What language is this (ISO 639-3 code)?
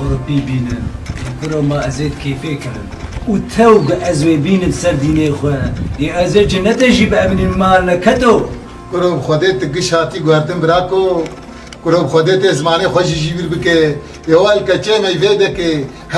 kur